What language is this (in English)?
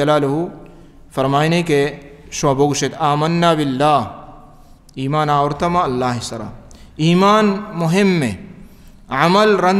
Baluchi